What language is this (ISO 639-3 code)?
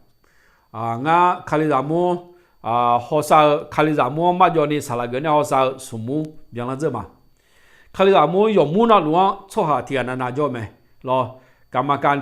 ahk